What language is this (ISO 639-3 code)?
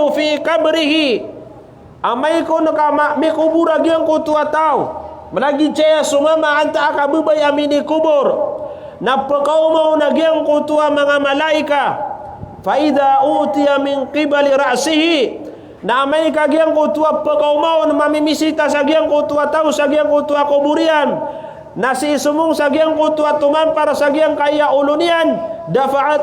mrw